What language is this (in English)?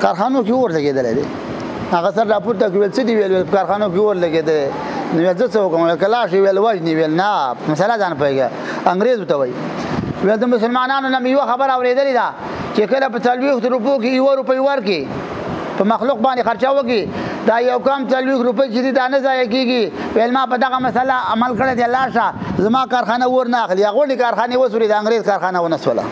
Pashto